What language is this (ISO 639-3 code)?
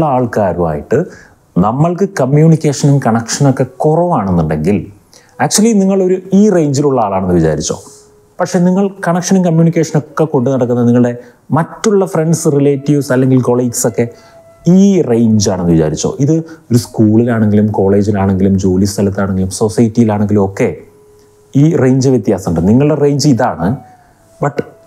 mal